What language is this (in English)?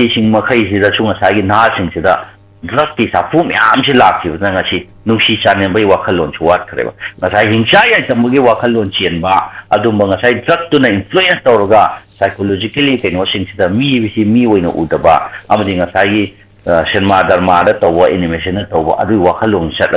Manipuri